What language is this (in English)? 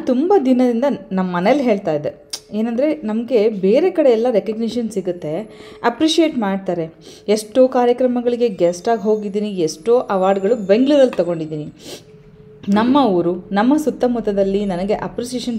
Kannada